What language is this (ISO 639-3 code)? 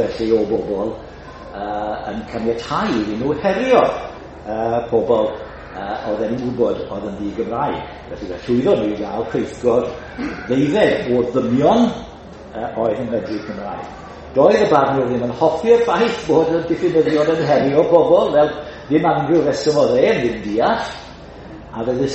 cym